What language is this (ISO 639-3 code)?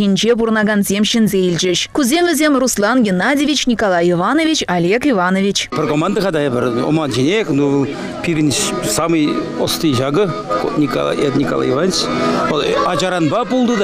chv